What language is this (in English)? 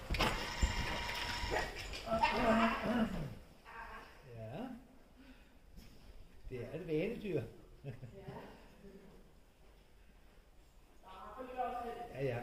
Danish